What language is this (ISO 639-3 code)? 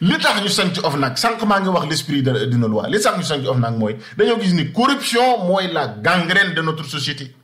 wol